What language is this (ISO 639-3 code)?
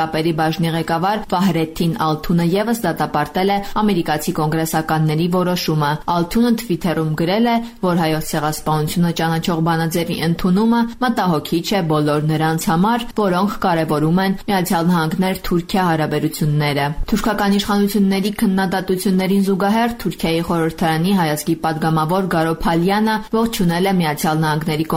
hye